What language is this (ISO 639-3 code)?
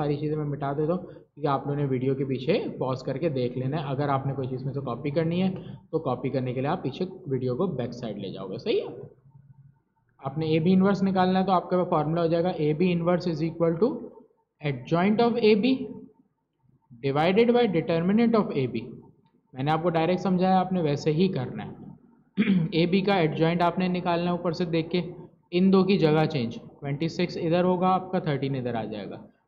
hin